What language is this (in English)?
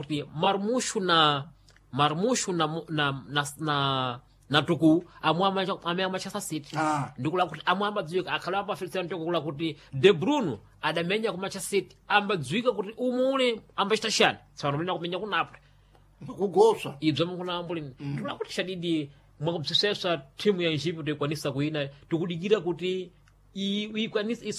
Sena